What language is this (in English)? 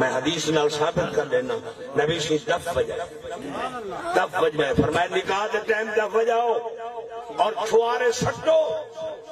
Saraiki